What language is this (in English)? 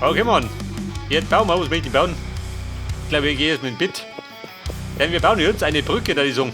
Bavarian